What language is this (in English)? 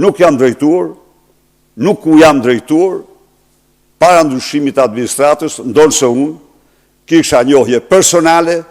Albanian